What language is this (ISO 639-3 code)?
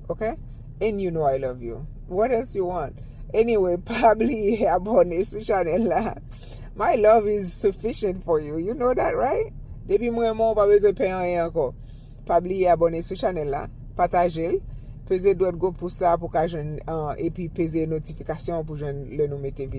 hat